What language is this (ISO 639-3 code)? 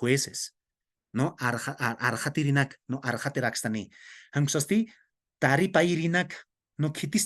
aym